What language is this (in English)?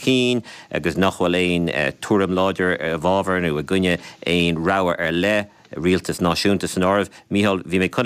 Irish